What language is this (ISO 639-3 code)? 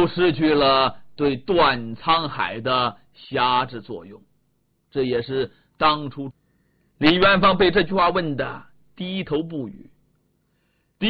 zho